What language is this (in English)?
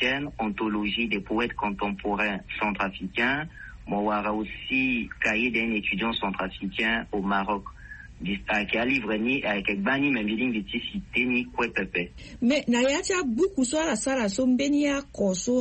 Sango